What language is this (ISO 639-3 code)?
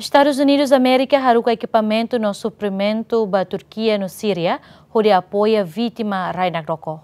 tet